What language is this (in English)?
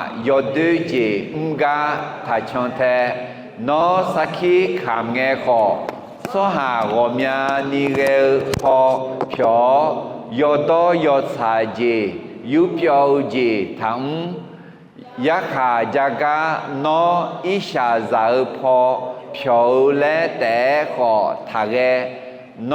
Akha